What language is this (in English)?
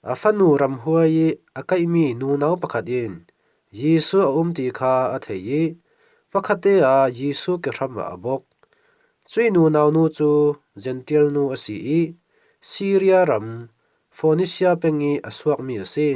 Falam Chin